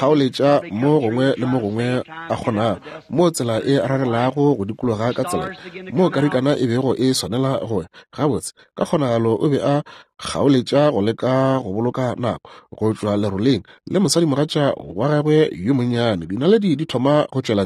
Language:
Northern Sotho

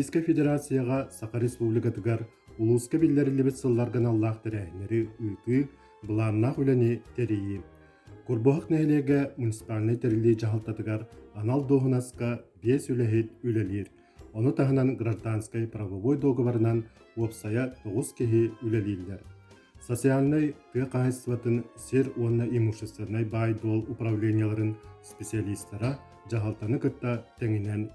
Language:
Yakut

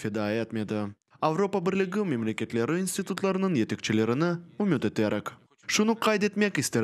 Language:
Crimean Tatar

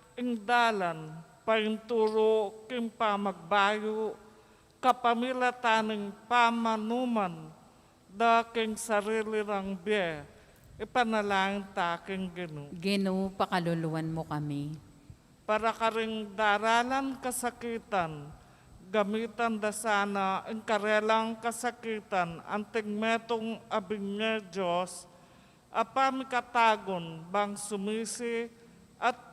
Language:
Pampanga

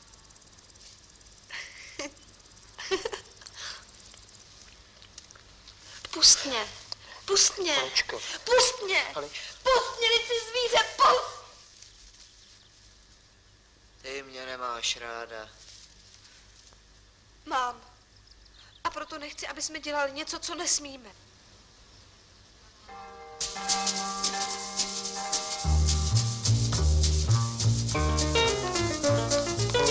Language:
Czech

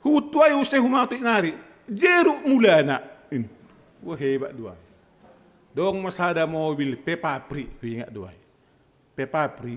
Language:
Batak Simalungun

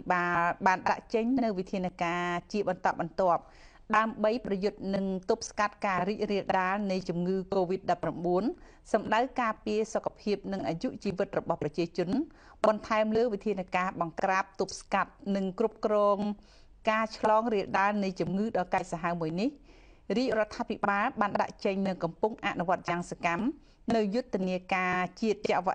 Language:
Khmer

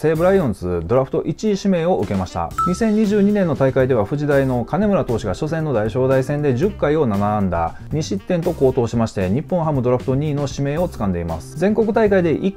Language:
Japanese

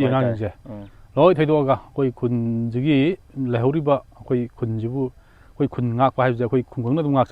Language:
Manipuri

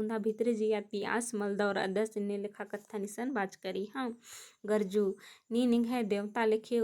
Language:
Kurukh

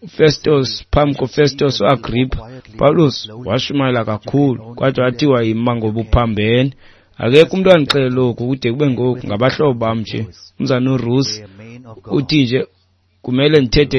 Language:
Xhosa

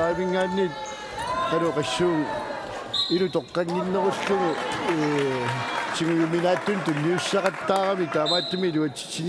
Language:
Kalaallisut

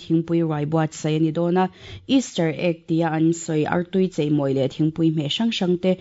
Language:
Mizo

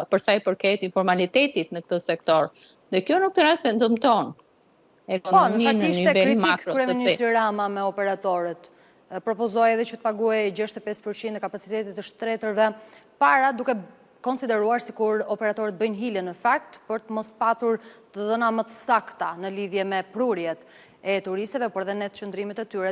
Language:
Albanian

